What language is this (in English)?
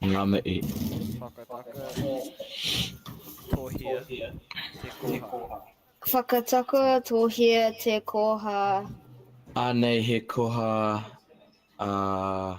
Māori